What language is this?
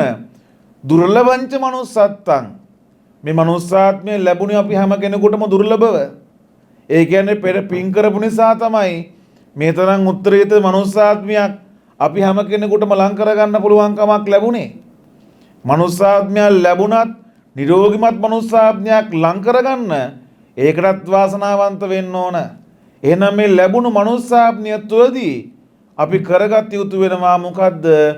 Sinhala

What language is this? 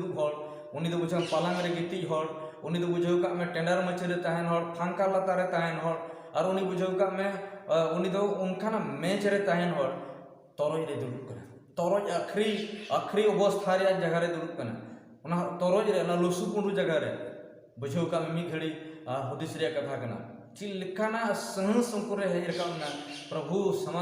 Santali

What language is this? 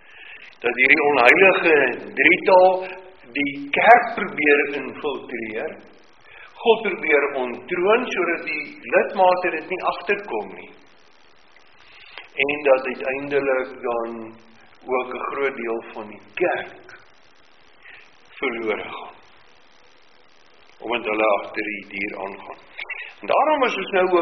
Afrikaans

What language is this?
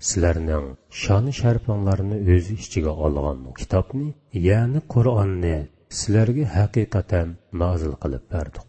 Uyghur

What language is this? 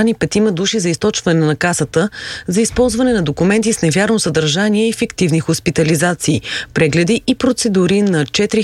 Bulgarian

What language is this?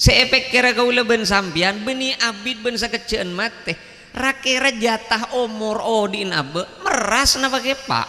Madurese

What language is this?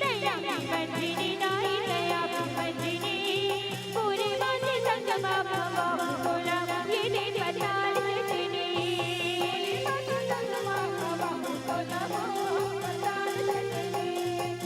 Chhattisgarhi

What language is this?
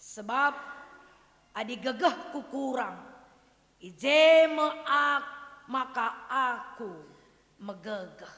Batak Karo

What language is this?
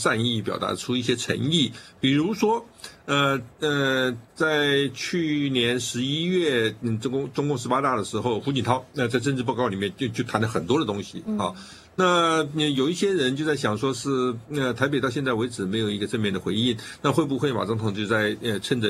Chinese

